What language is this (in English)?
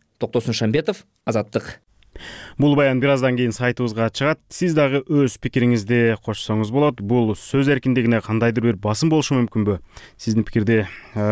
Kyrgyz